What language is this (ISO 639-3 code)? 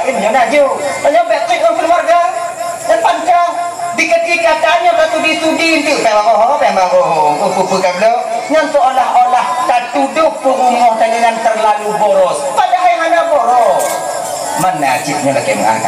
ace